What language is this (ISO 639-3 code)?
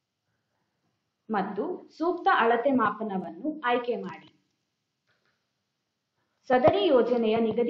kan